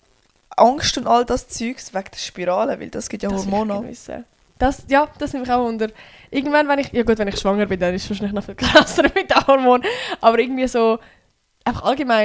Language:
Swiss German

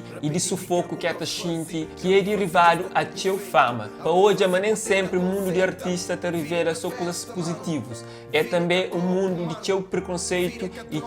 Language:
Kabuverdianu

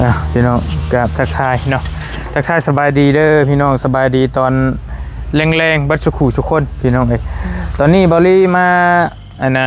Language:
Northeastern Thai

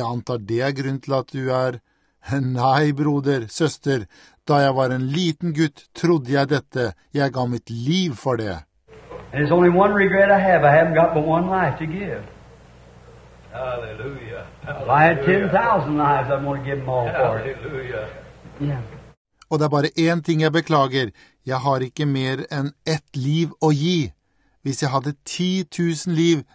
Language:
Norwegian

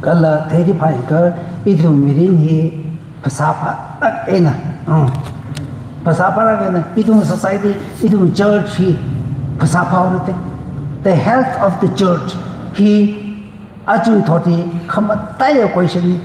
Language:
Tangkhul Naga (India)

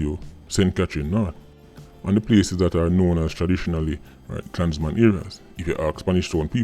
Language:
Jamaican Creole English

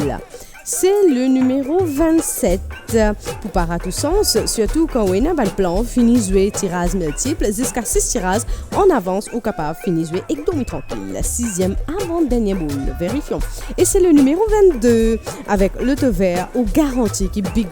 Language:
Morisyen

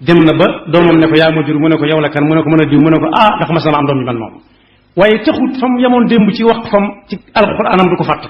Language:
Wolof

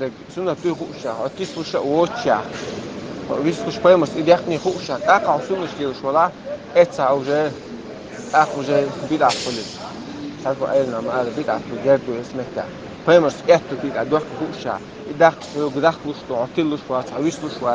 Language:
Chechen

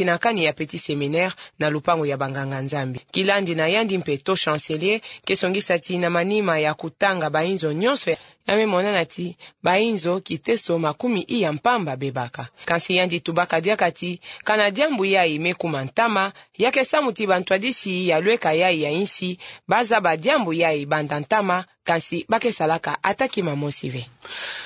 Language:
Kituba (Democratic Republic of Congo)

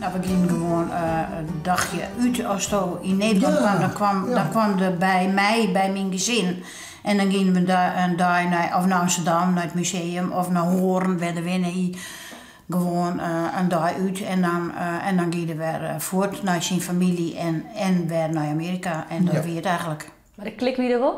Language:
Western Frisian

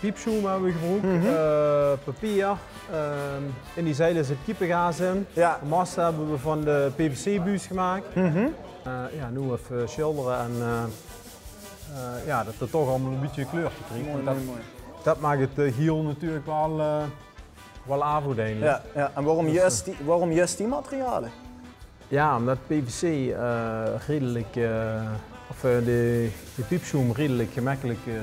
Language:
Limburgish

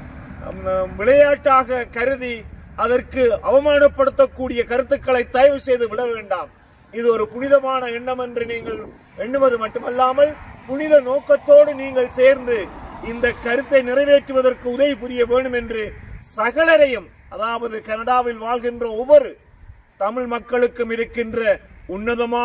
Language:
Tamil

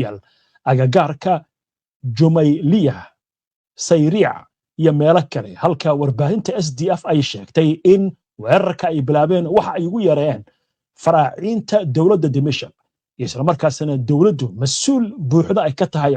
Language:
Somali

